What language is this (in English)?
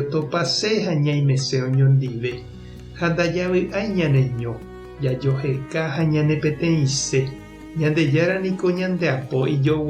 Guarani